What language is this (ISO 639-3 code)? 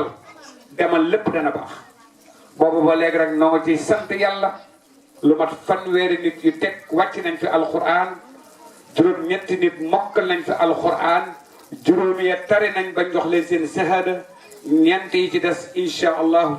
wol